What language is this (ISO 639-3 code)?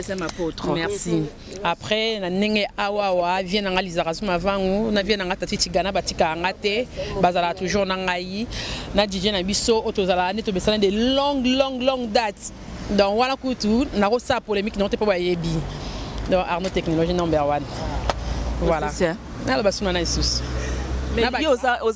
lin